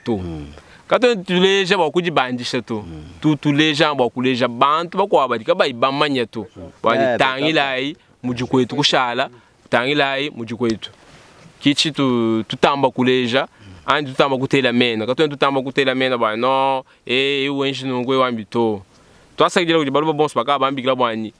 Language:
Luba-Lulua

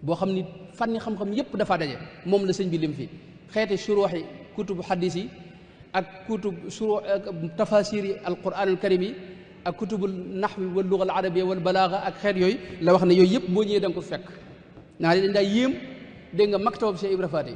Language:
Wolof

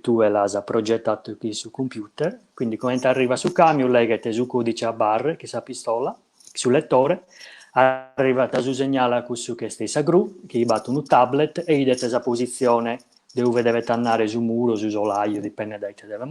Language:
Sardinian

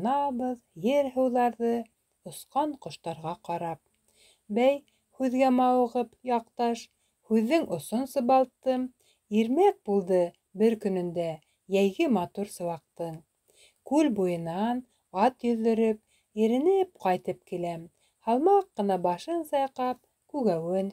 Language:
Bashkir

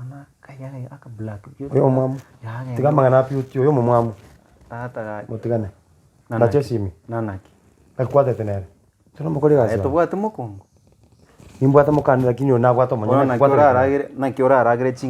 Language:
Gusii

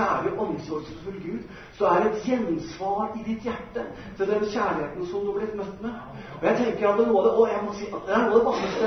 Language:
Norwegian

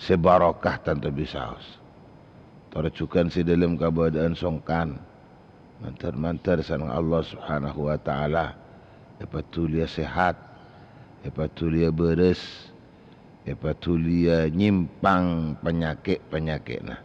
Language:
Madurese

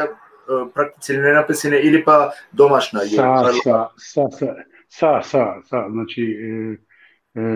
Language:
Balkan Romani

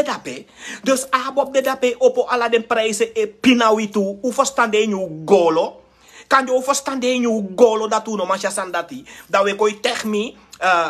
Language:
Sranan Tongo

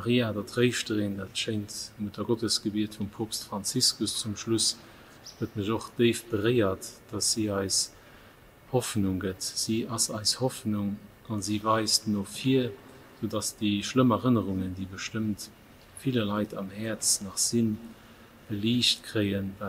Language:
Luxembourgish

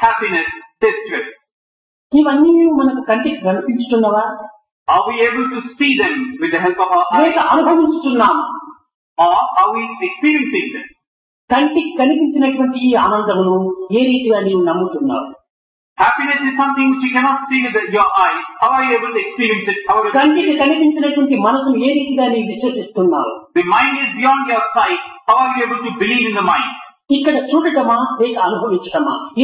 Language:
Telugu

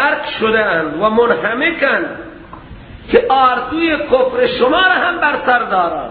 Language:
Persian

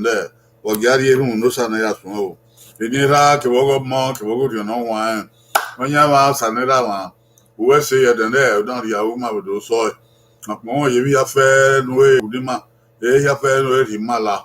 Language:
Bini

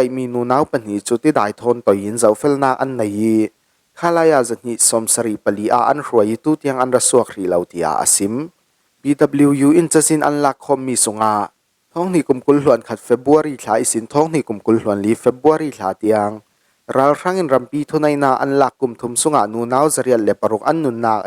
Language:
Falam Chin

